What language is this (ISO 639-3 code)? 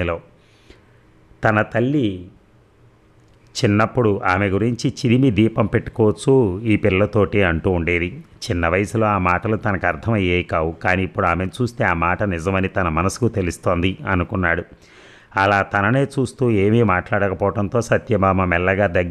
tel